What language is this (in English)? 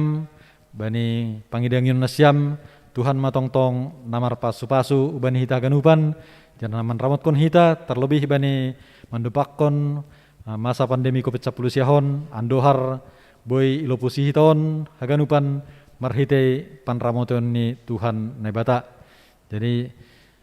Batak Simalungun